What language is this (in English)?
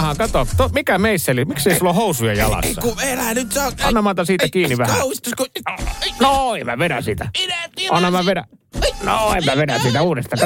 Finnish